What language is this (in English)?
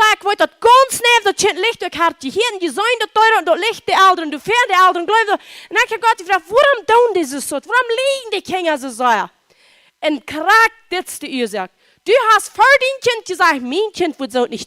Plautdietsch